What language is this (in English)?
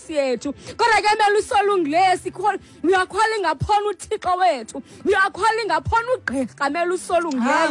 Xhosa